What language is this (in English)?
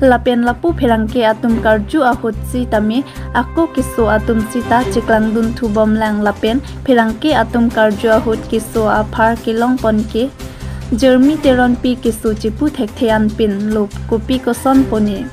Karbi